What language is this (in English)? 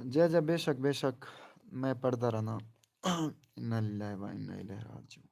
Saraiki